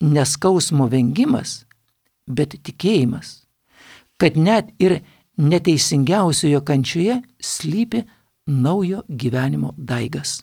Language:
Lithuanian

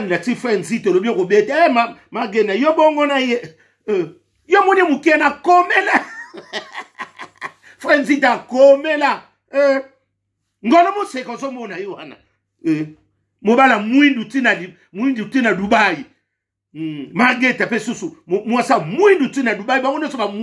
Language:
Lingala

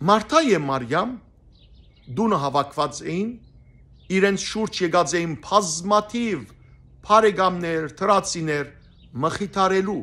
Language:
Western Armenian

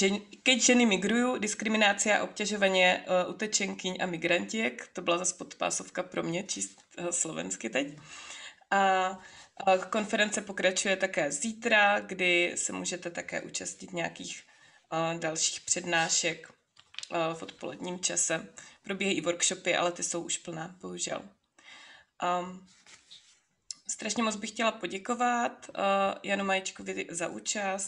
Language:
Czech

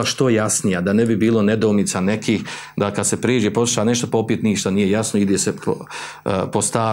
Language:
Bosnian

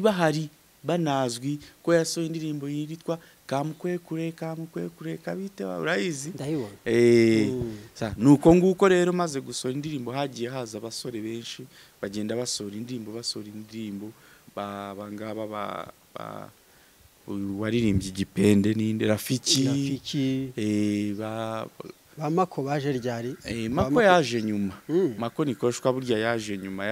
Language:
Kinyarwanda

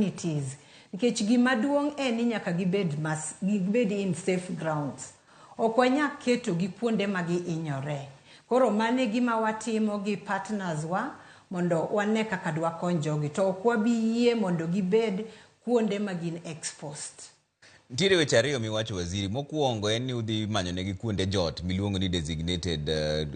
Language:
Luo (Kenya and Tanzania)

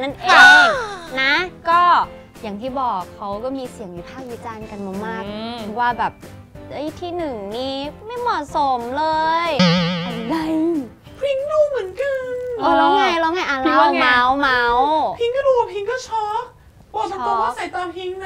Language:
Thai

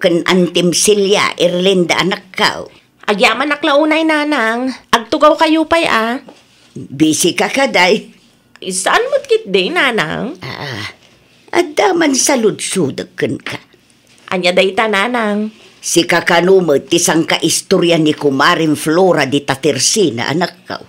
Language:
Iloko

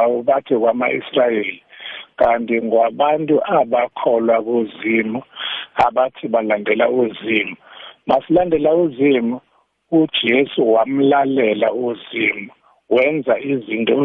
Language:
South Ndebele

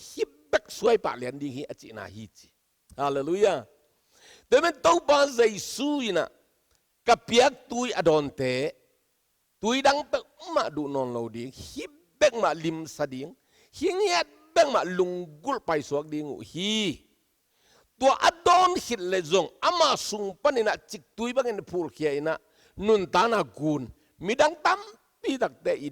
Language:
Tedim Chin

